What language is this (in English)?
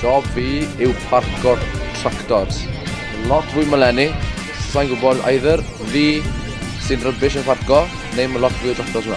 Welsh